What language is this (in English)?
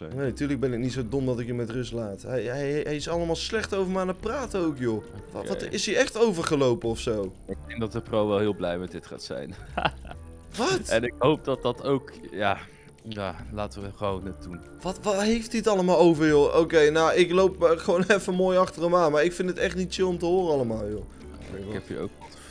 Dutch